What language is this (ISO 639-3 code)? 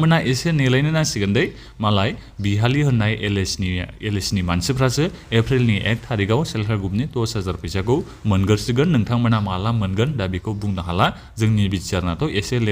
brx